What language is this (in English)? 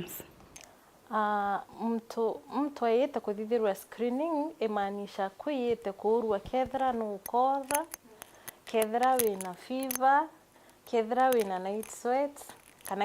Meru